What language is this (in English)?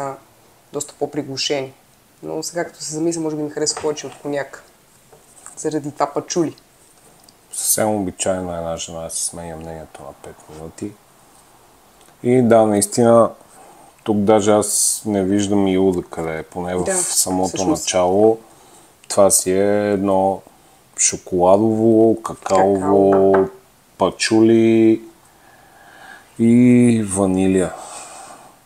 Bulgarian